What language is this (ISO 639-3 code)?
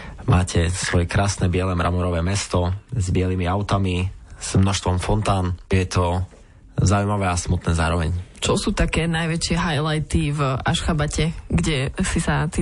slk